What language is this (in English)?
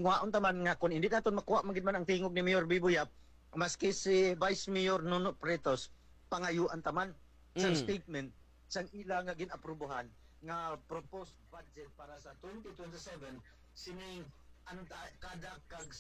Hiligaynon